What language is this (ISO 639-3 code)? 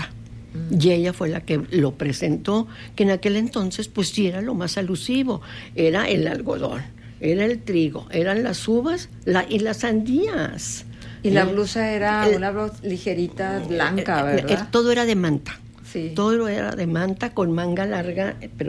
spa